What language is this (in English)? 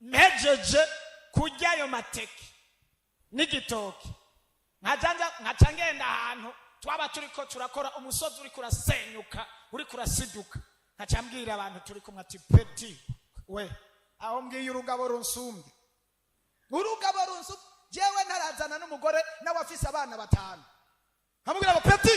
Rundi